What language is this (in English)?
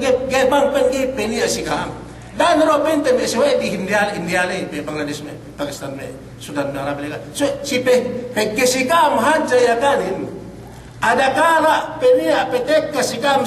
Yakan